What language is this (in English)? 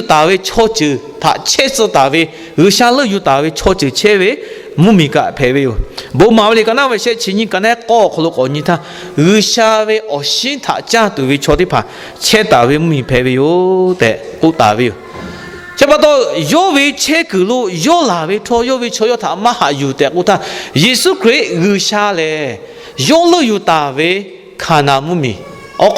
Lahu